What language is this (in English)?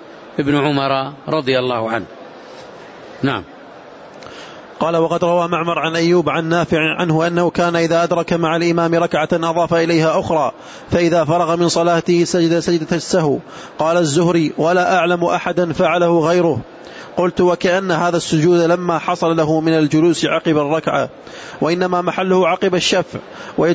Arabic